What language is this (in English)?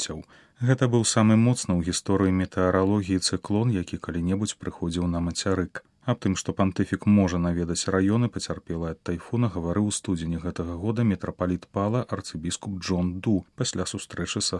Belarusian